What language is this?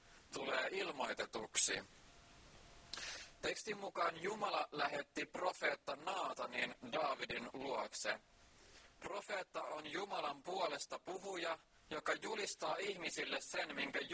Finnish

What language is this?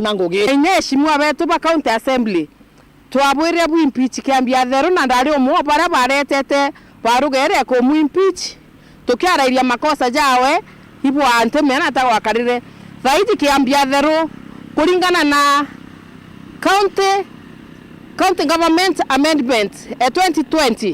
Meru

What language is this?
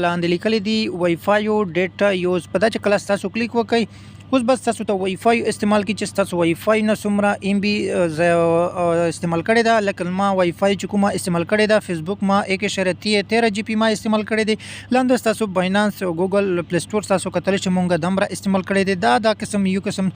Pashto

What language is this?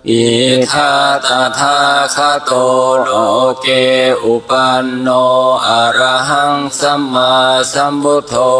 Pali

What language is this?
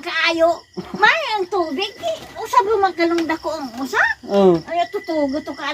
Cebuano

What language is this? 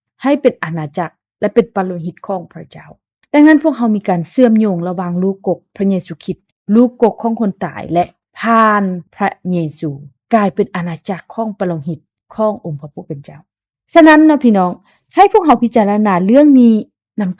Lao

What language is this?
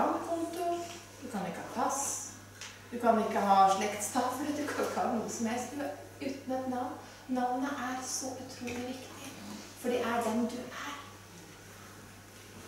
Norwegian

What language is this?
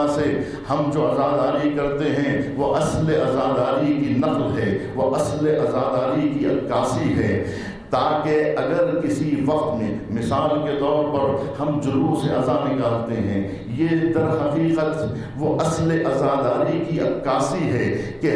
Urdu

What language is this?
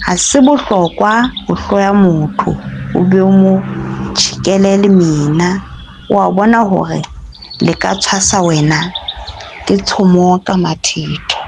Southern Sotho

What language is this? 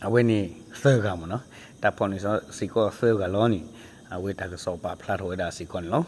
S'gaw Karen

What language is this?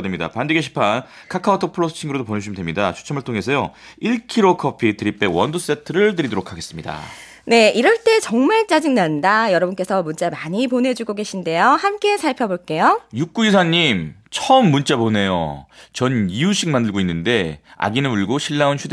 Korean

